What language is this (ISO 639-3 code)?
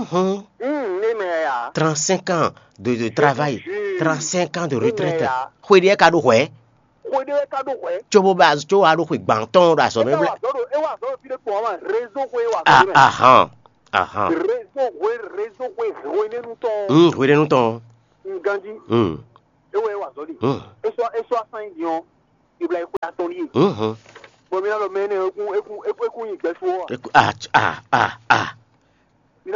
fon